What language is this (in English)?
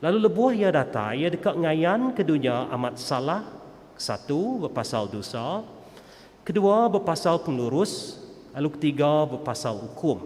Iban